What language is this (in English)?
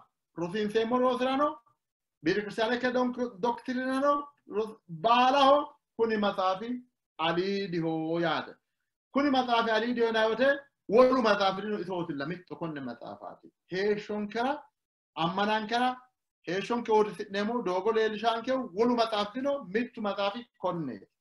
Sidamo